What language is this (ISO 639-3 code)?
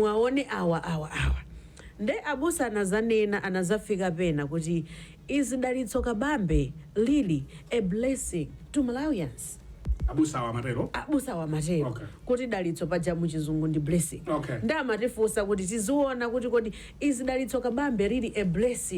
nya